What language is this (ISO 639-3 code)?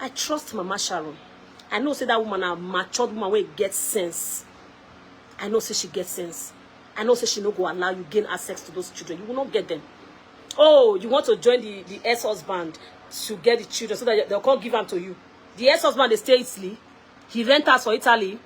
pcm